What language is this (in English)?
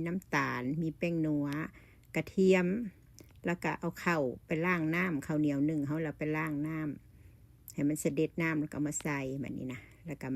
Lao